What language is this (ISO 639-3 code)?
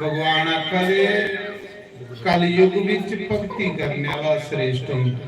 doi